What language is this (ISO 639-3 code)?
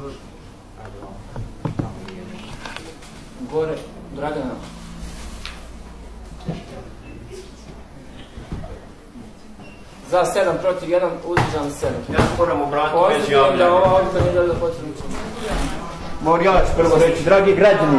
bos